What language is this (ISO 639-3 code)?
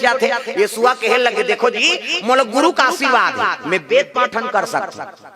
hne